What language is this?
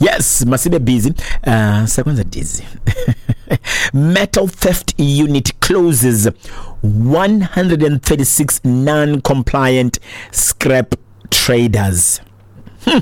Xhosa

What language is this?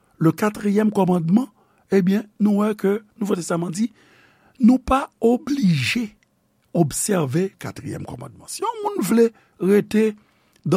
Haitian Creole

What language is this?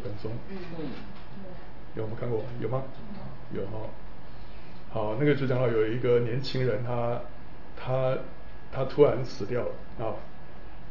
Chinese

